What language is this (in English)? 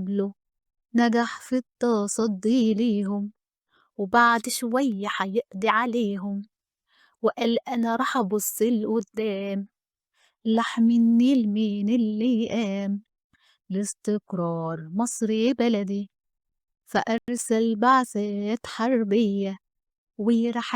Egyptian Arabic